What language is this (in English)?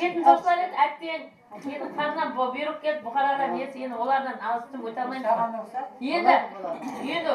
Kara-Kalpak